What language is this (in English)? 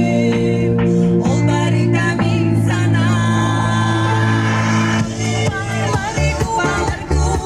Yakut